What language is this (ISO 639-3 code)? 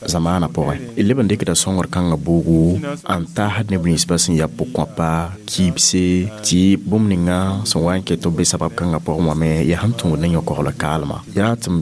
mos